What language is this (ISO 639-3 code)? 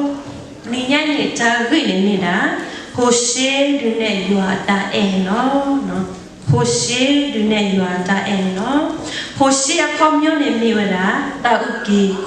ksw